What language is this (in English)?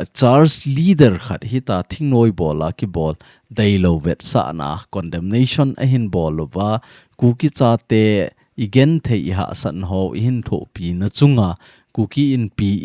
Thado Chin